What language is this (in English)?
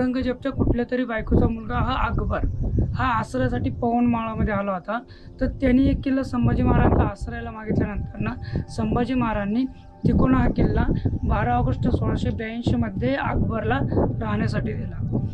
Marathi